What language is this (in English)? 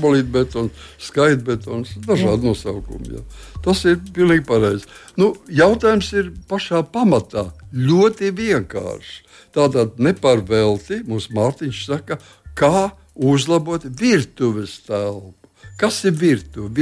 Latvian